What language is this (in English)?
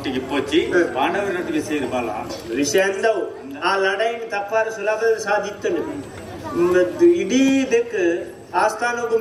Tulu